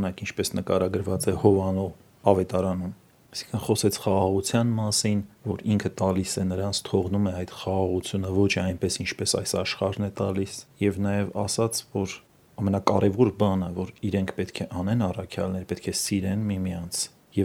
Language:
Armenian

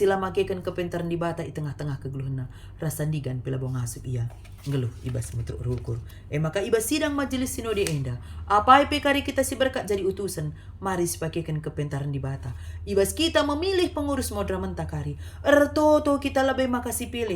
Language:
Batak Karo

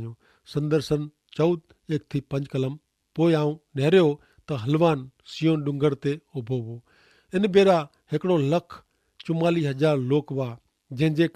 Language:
Kachhi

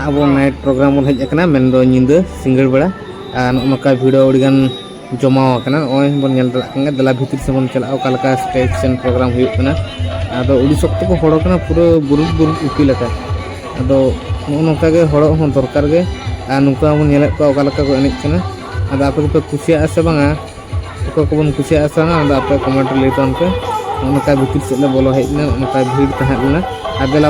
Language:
Santali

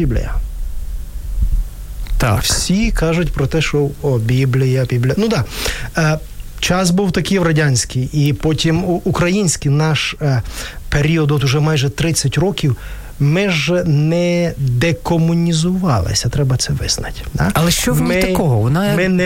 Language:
Ukrainian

